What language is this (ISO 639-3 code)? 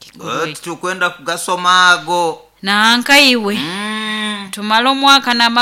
nyo